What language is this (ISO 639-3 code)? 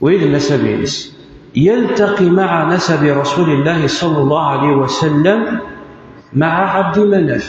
kab